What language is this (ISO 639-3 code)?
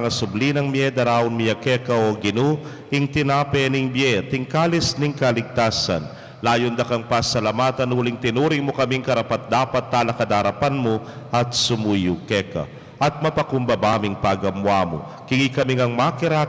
pam